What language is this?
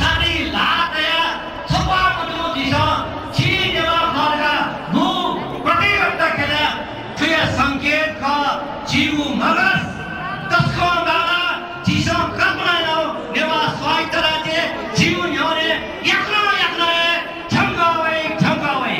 Newari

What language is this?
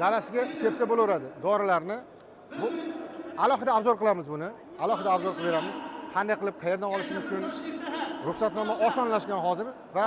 Uzbek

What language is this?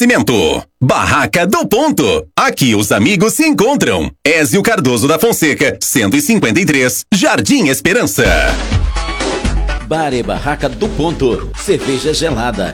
Portuguese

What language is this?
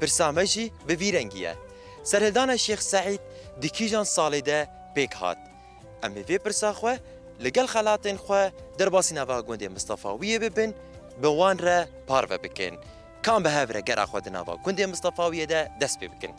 Kurdish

